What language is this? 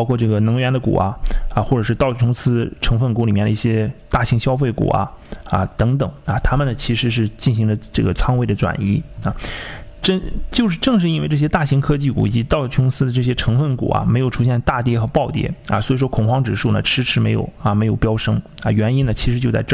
Chinese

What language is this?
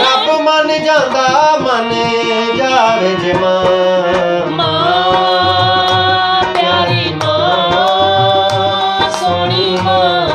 Saraiki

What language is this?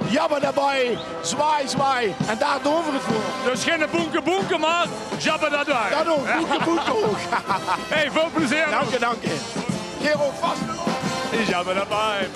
Limburgish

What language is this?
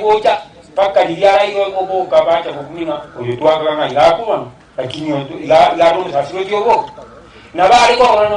Gusii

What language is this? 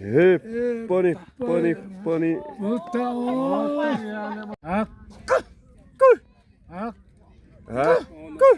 Xavánte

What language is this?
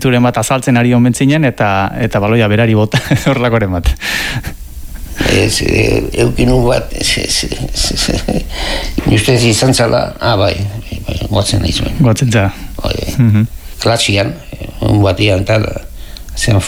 Basque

